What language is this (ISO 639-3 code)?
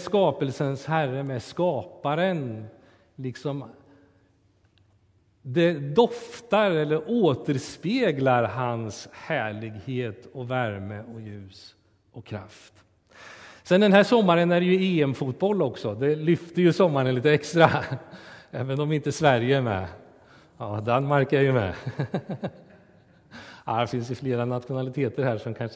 swe